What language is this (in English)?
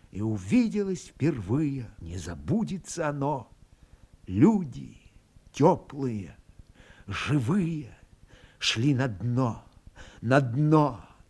Russian